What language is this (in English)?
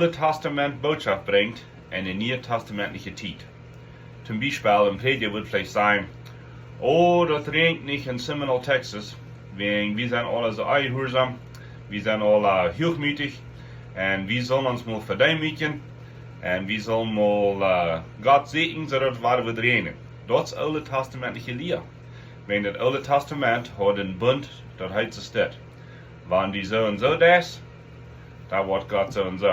Plautdietsch